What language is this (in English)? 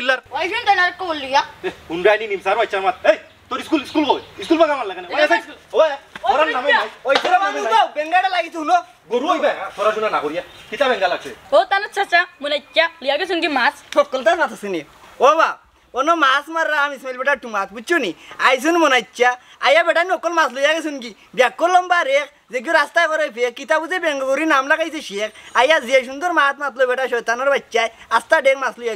Sylheti